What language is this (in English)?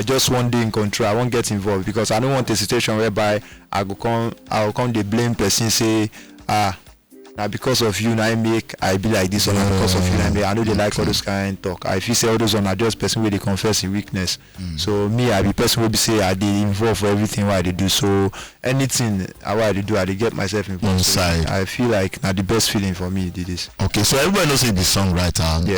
Nigerian Pidgin